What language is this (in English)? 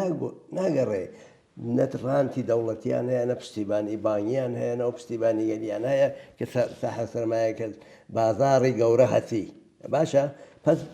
Central Kurdish